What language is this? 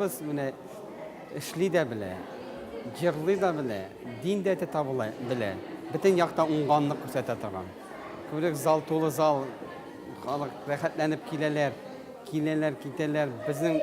Tatar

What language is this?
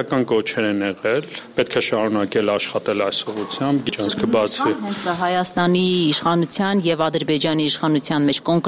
Armenian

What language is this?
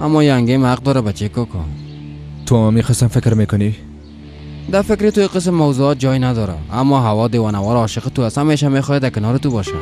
Persian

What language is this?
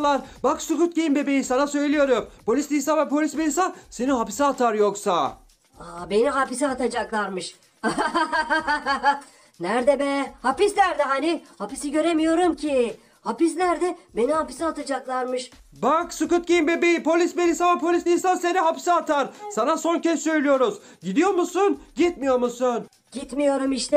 Turkish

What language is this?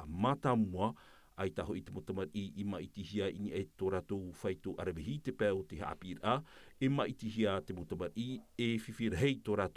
Tahitian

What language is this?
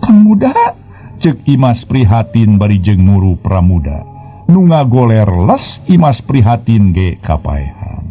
Sundanese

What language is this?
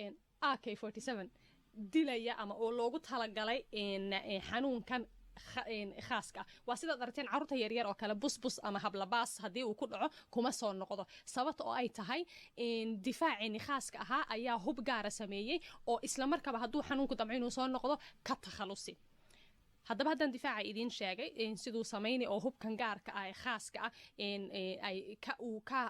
Somali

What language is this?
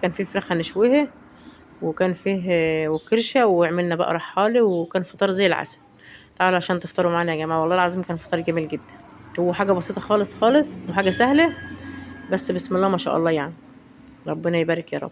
Egyptian Arabic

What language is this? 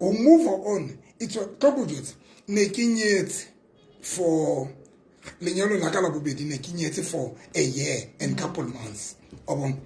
Southern Sotho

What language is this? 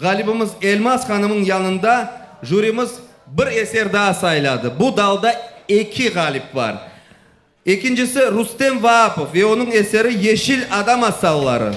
Crimean Tatar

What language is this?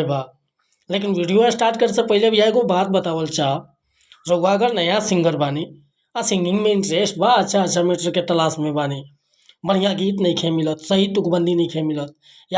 Bhojpuri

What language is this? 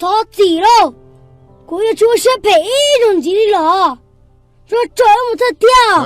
Hmong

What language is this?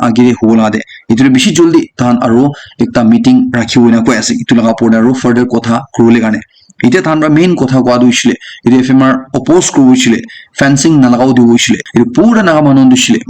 Naga Pidgin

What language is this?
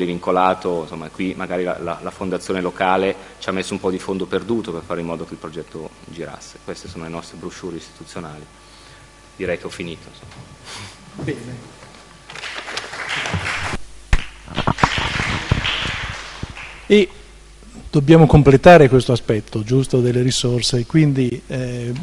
Italian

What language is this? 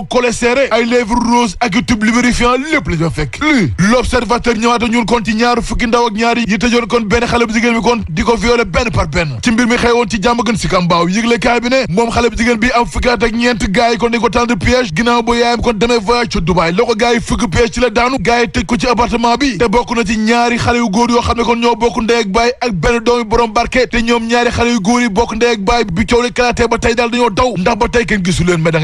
Wolof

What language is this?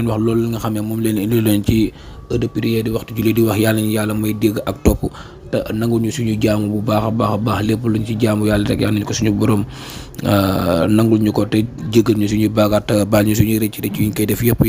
Wolof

